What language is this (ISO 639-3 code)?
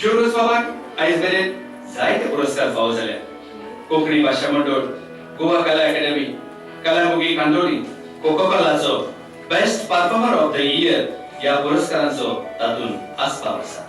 kok